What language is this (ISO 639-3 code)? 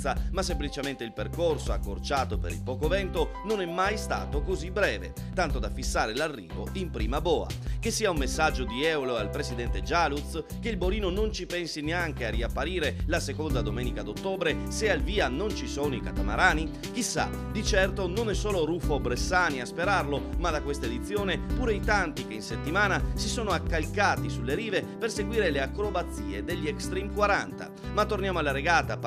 ita